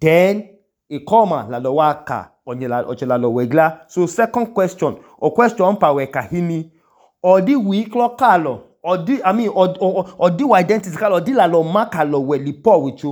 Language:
Idoma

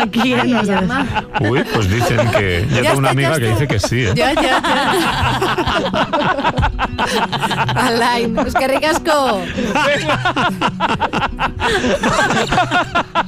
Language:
Basque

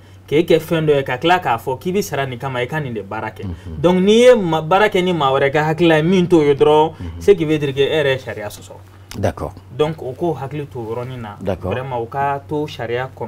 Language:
Bambara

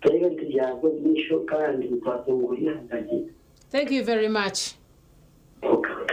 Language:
Nyankole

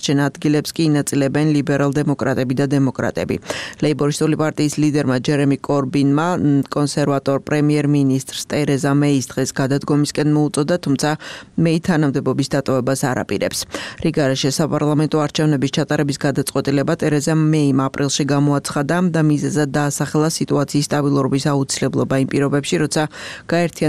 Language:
Georgian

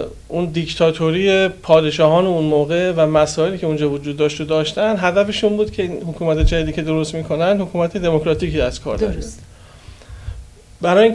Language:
Persian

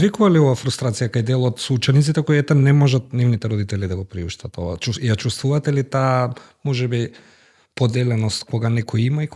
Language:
Macedonian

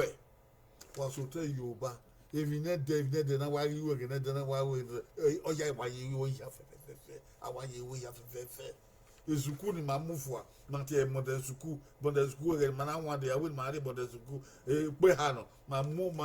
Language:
Bini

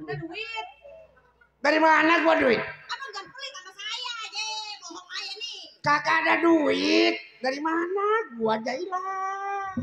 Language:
Betawi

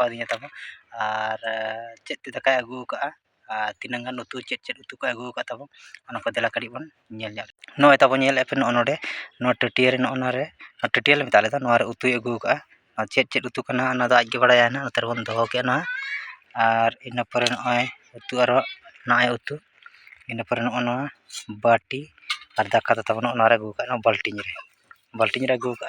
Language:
Santali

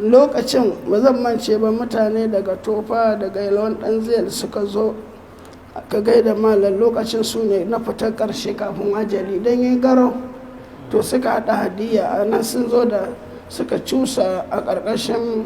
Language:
Hausa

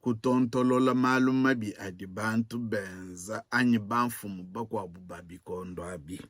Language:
Luba-Lulua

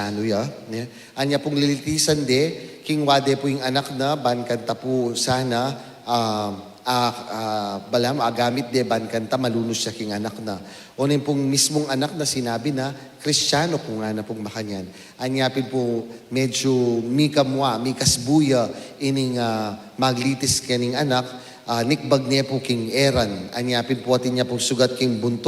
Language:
Pampanga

